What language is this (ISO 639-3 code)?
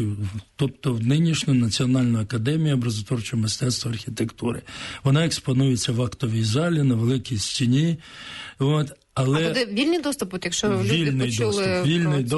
ukr